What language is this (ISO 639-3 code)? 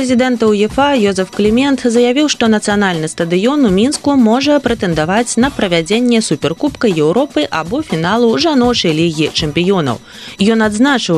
bel